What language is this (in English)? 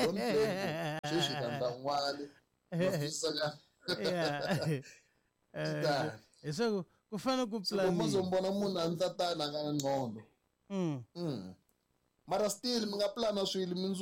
Tsonga